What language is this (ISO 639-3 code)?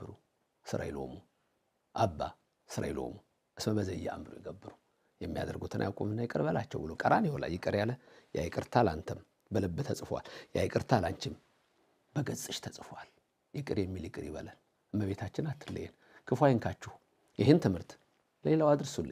amh